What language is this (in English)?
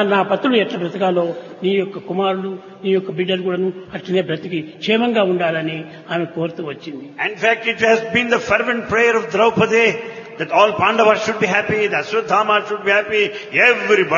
Telugu